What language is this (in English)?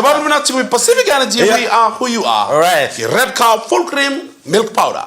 Fijian